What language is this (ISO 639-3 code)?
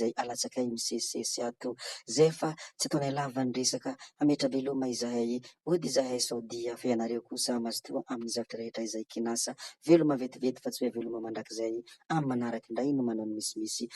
mlg